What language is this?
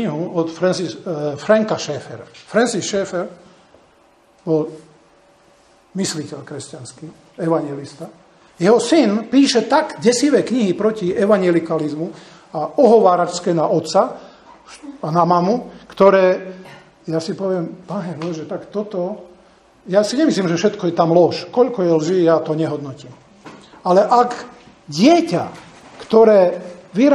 Slovak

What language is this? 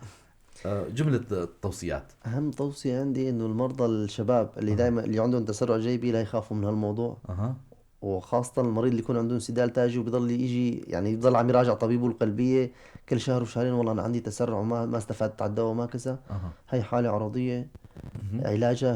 North Levantine Arabic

